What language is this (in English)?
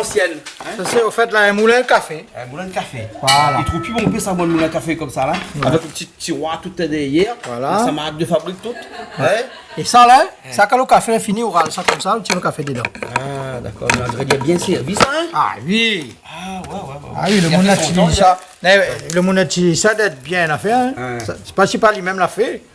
Réunion Creole French